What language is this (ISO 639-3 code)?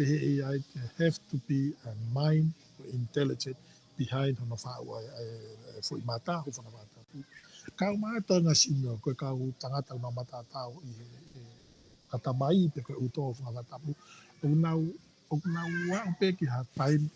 ton